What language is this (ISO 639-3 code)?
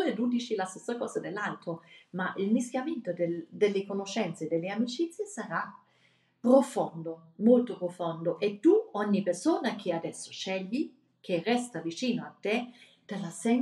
ita